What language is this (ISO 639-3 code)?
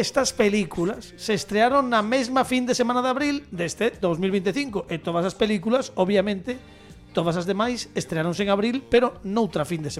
glg